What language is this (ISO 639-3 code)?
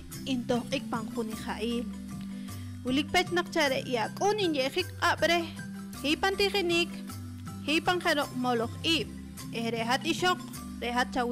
poh